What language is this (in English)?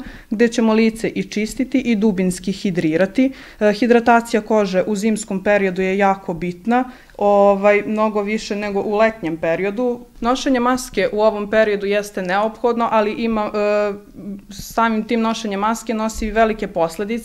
Serbian